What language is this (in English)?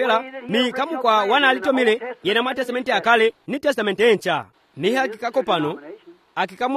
Swahili